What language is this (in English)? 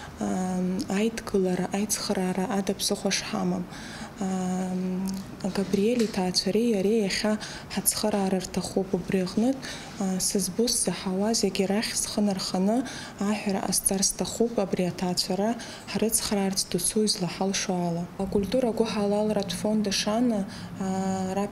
Abkhazian